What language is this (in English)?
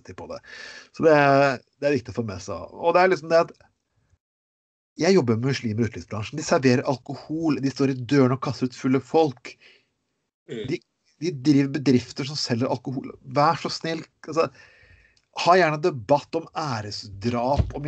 Norwegian